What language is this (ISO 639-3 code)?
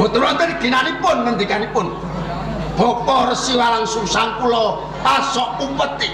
jav